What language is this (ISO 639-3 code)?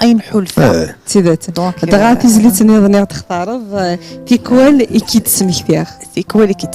kab